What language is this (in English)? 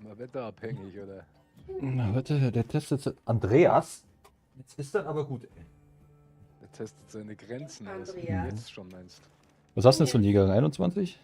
Bavarian